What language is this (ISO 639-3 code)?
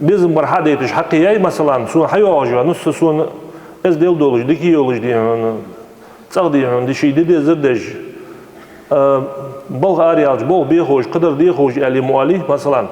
inh